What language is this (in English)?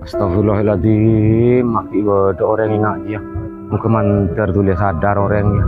Madurese